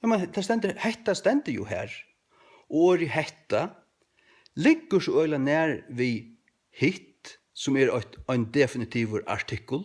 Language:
Faroese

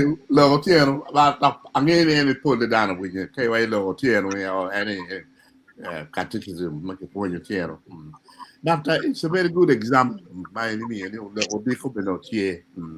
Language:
Acoli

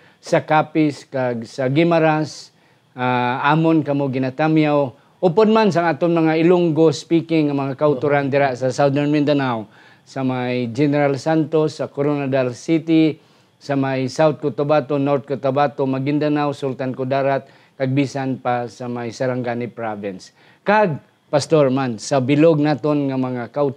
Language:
Hiligaynon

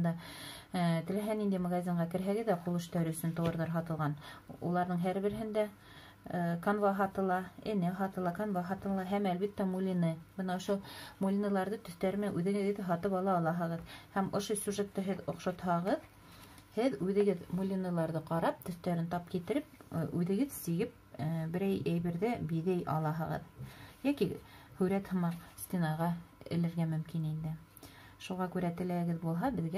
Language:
Bashkir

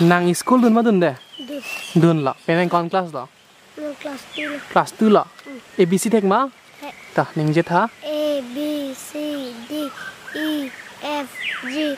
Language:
Karbi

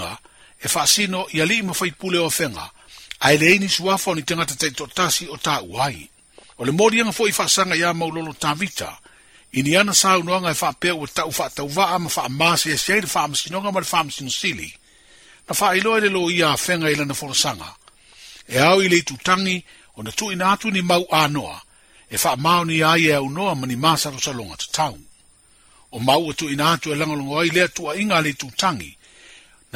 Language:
Samoan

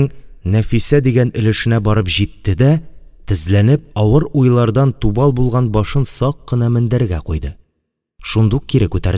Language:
Tatar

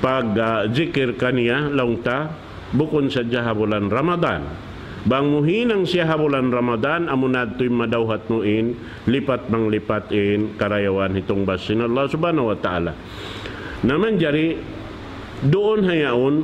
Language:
Tausug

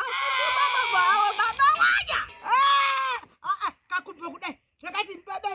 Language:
Shona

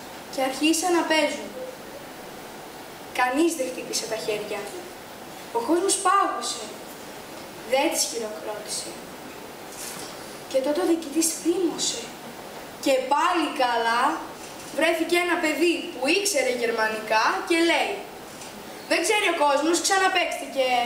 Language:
Greek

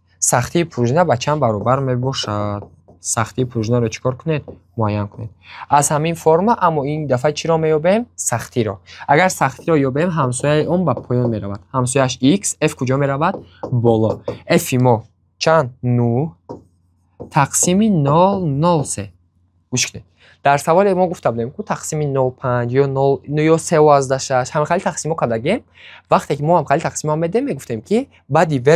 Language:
Tajik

